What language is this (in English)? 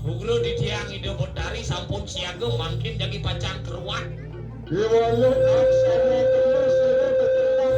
Balinese